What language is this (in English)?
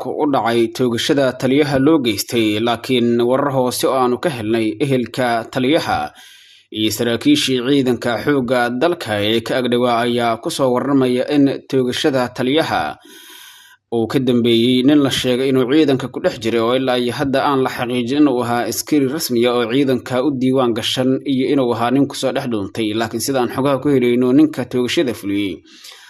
Somali